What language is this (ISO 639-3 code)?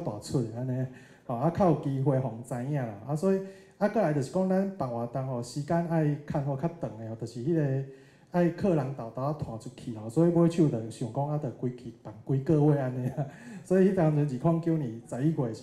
nan